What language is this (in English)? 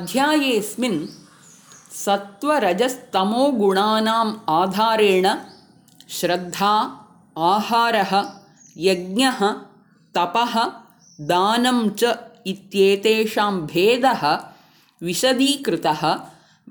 Sanskrit